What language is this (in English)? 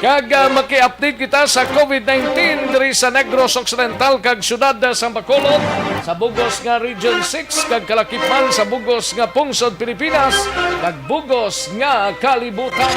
Hiligaynon